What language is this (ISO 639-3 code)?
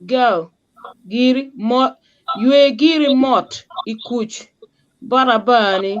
ach